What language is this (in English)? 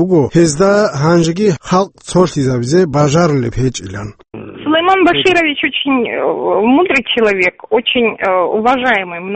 Avaric